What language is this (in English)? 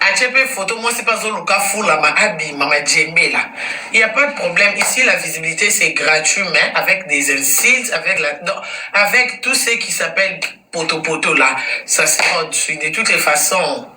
Lingala